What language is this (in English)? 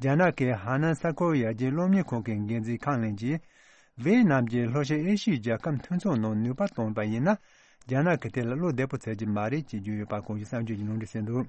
Tibetan